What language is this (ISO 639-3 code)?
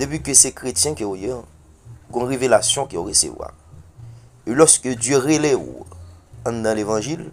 hat